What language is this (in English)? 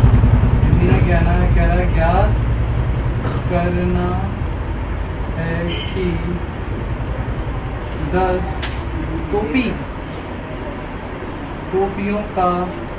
Hindi